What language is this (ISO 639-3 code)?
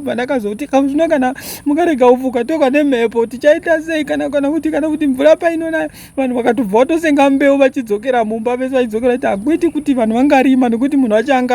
sna